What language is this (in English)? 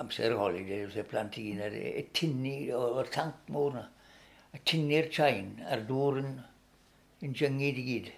Welsh